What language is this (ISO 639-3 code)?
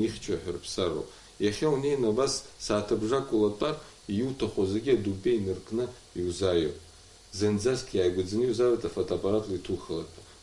abk